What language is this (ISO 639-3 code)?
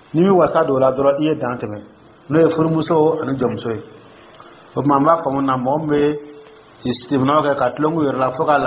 dyu